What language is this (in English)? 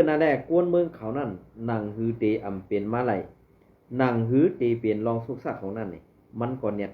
Shan